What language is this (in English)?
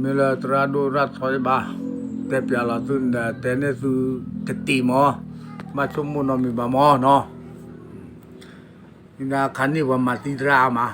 S'gaw Karen